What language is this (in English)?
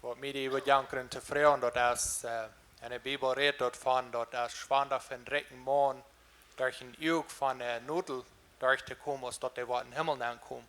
Plautdietsch